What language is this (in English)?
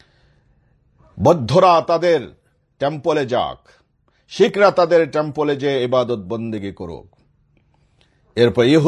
Bangla